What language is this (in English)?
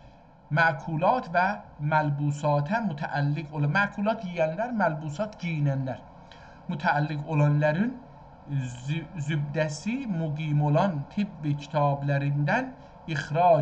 South Azerbaijani